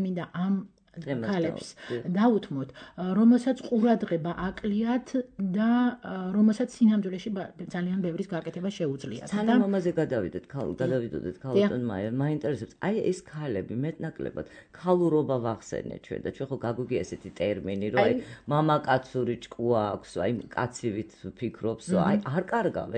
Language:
Georgian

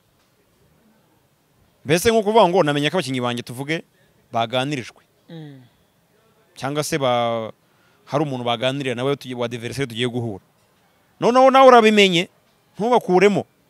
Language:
Kinyarwanda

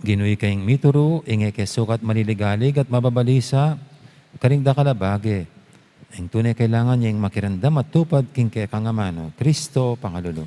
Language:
Pampanga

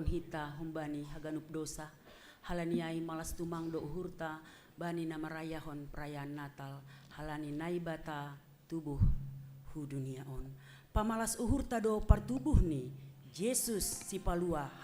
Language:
Batak Simalungun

